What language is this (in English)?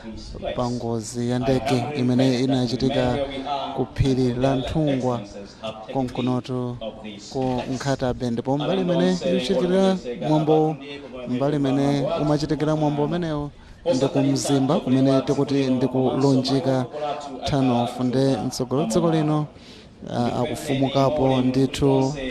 Nyanja